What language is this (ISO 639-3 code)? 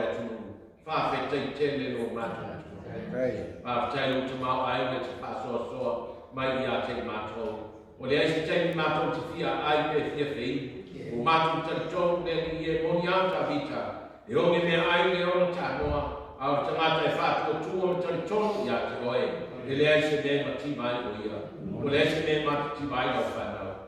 smo